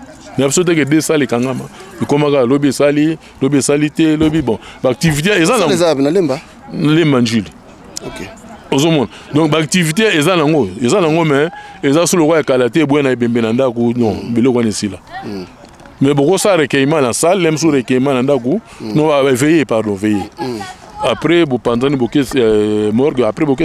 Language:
Lingala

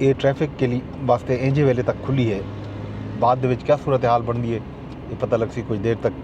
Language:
Saraiki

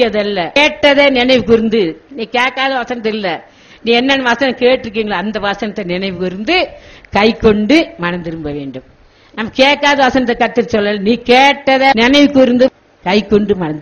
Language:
Tamil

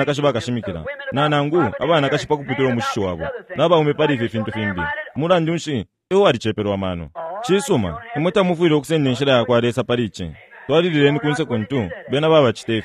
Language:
Bemba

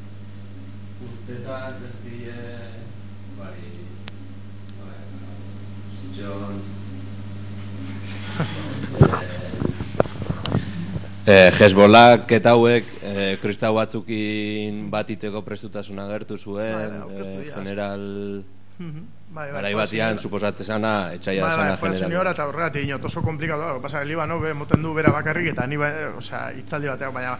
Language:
Basque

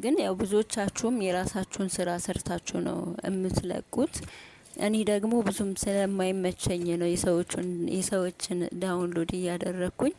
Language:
Amharic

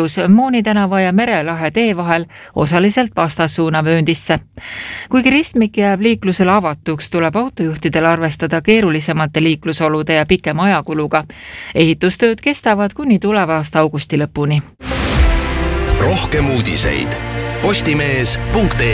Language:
Estonian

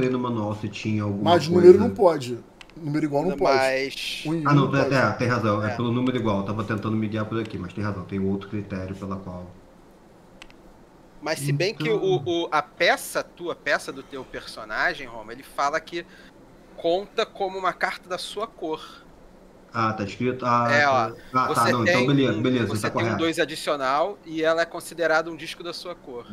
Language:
Portuguese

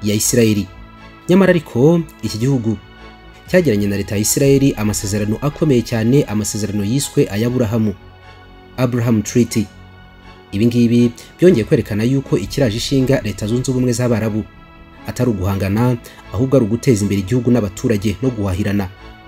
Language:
Kinyarwanda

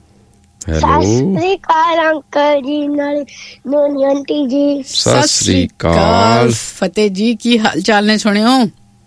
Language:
Punjabi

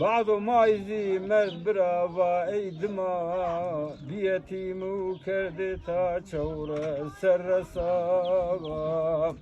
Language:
Zaza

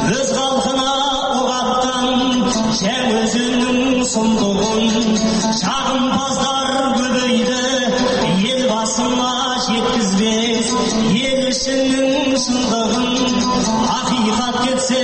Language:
Kazakh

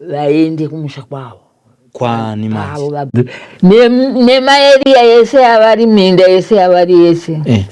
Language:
Shona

